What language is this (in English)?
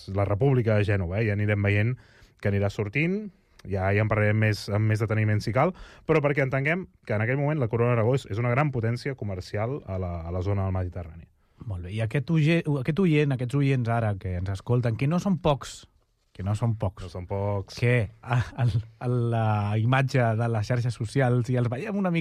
Catalan